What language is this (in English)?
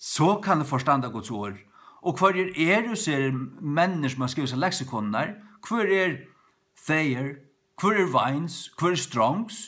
Faroese